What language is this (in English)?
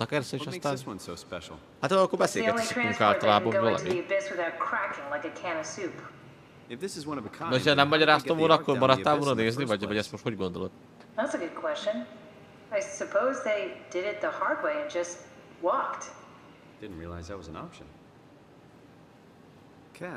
Hungarian